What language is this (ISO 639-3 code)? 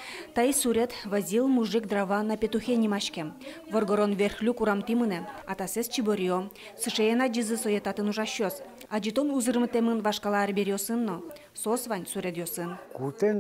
udm